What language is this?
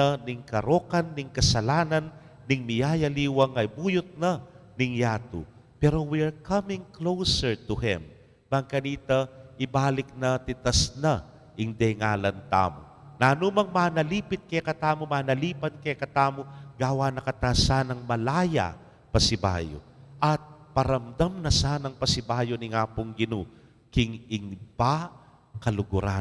Pampanga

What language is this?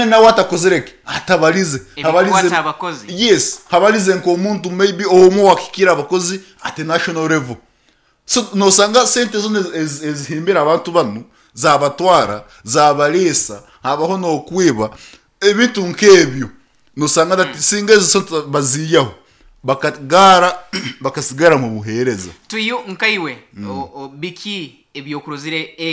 Nyankole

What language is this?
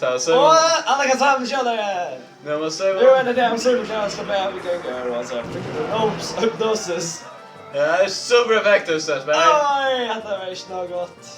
Faroese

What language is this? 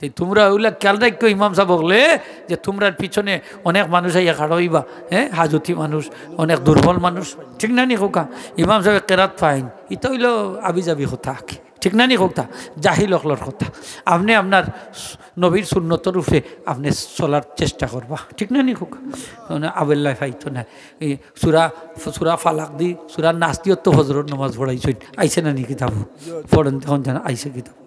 Sylheti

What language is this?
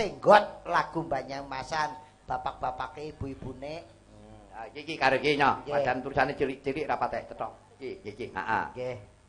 Javanese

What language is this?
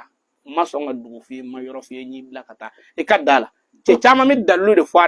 Bambara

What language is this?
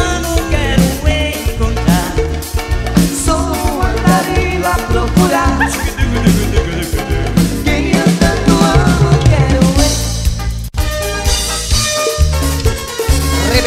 Portuguese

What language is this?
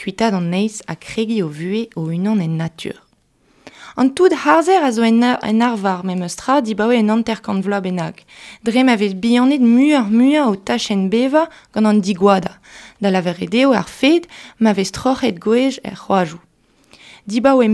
Breton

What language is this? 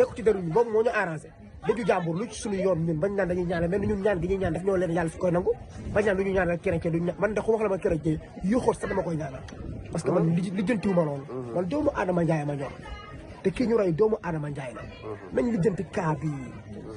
Wolof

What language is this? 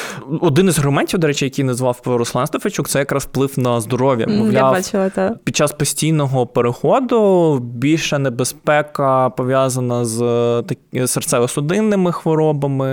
Ukrainian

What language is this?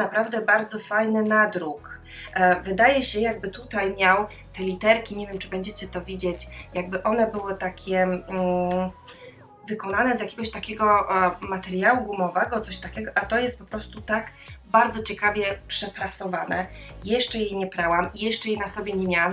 Polish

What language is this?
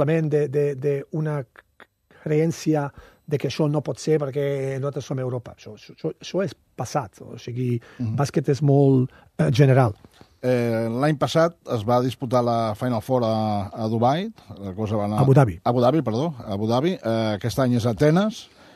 Catalan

